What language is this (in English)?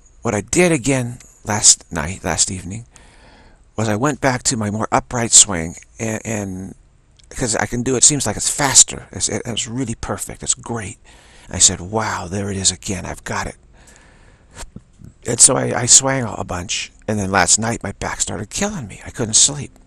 English